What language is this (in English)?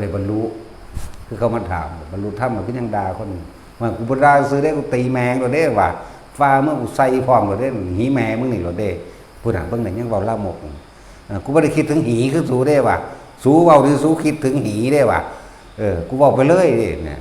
Northeastern Thai